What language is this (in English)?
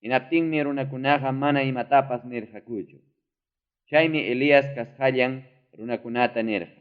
Ayacucho Quechua